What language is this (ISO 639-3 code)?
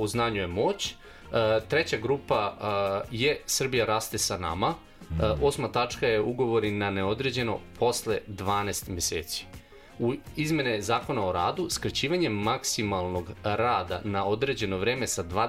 srp